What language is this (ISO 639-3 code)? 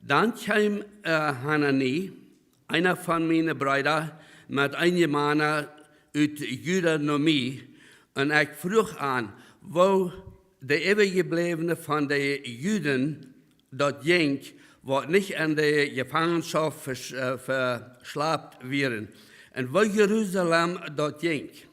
pdt